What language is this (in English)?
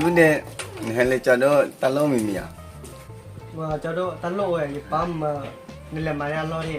S'gaw Karen